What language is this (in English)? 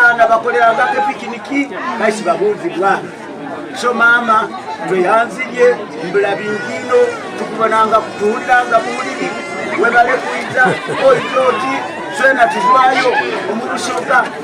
Soga